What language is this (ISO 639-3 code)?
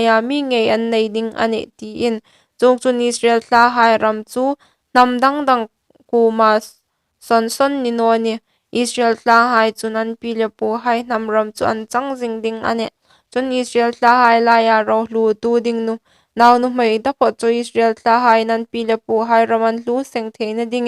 hmr